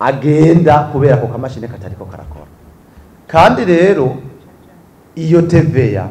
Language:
Rundi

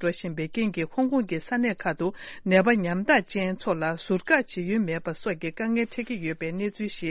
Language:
Tibetan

